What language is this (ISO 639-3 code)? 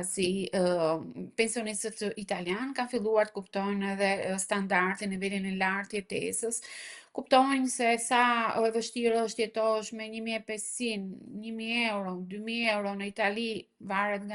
sqi